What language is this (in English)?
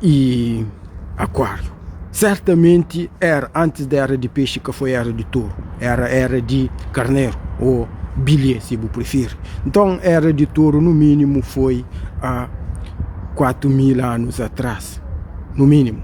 Kabuverdianu